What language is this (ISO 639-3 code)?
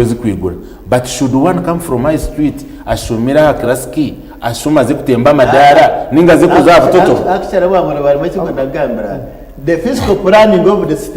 nyn